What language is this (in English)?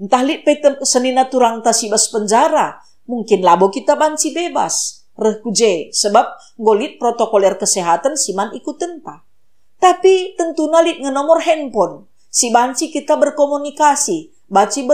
Batak Karo